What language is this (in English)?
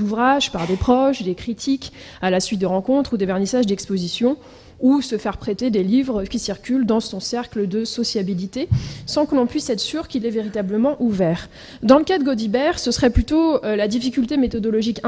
French